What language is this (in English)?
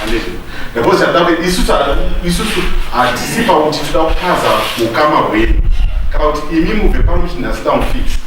Shona